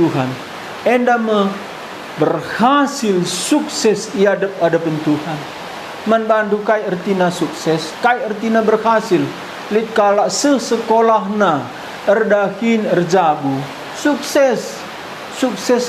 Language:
Batak Karo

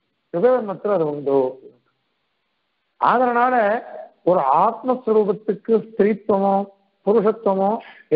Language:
Tamil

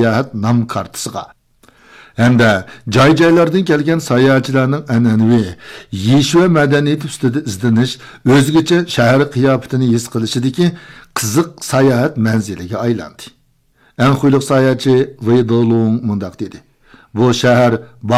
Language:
Uyghur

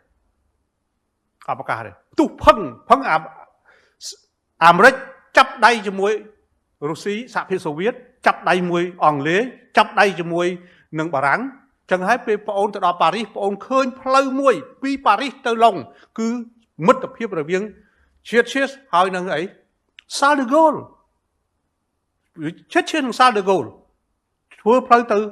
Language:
Khmer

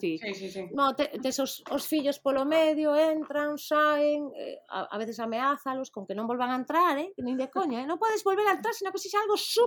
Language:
Galician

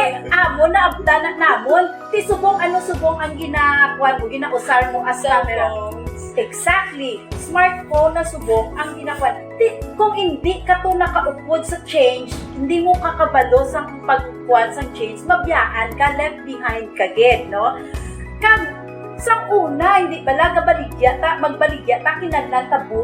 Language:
Hiligaynon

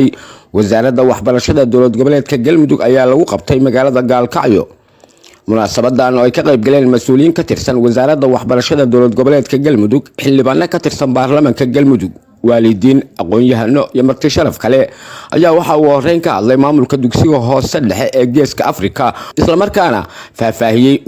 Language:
Somali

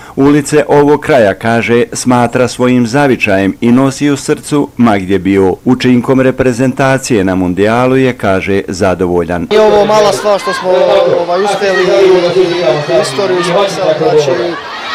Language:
Bosnian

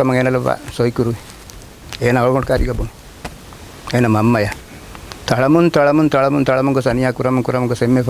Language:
Divehi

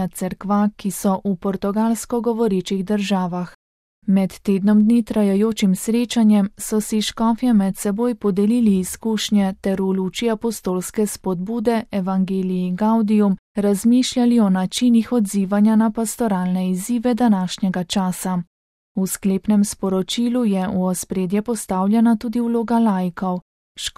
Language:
Slovenian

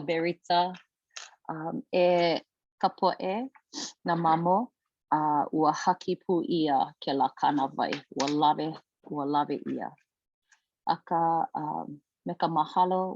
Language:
Hawaiian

